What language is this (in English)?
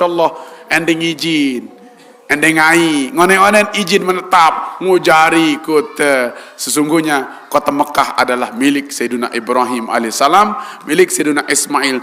Sasak